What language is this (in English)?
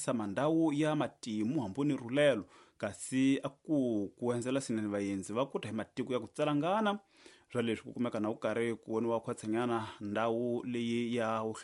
Tsonga